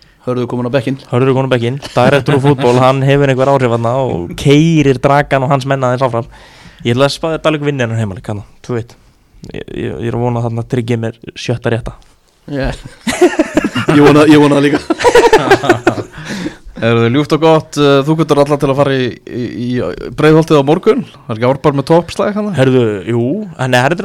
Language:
Icelandic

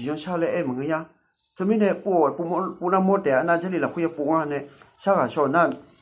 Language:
Akha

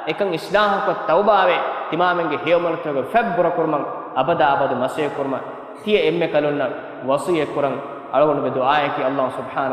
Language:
Divehi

